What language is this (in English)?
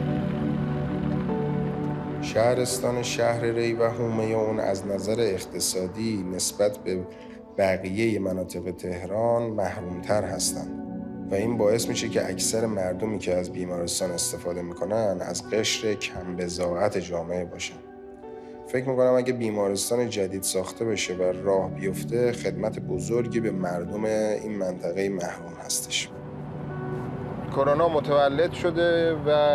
Persian